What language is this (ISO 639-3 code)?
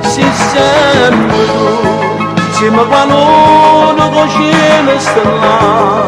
nap